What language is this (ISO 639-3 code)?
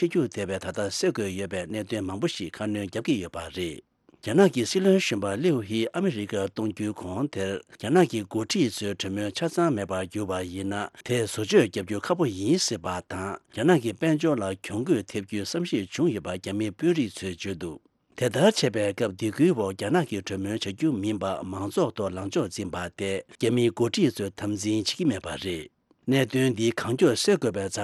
bod